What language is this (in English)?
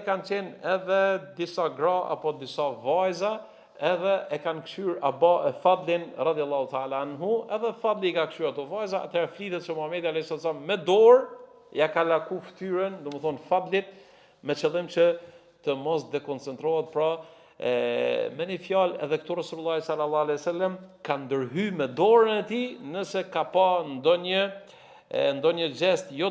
Albanian